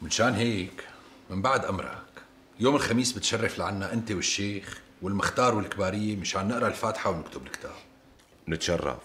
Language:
North Levantine Arabic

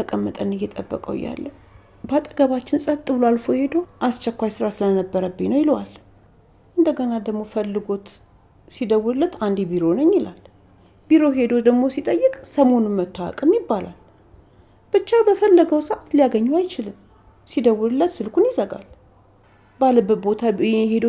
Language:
Amharic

